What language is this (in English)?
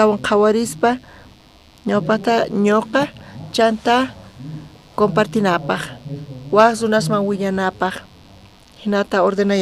South Bolivian Quechua